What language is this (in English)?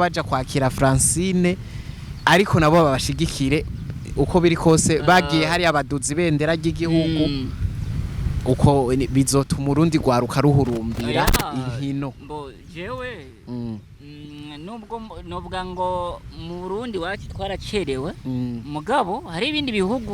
Rundi